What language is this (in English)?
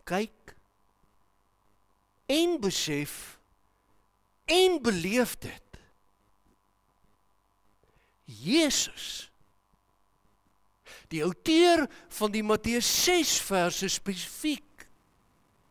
Afrikaans